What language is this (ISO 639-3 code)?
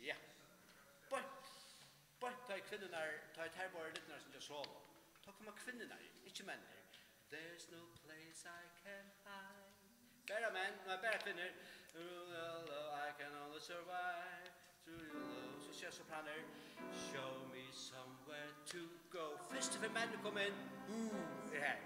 fao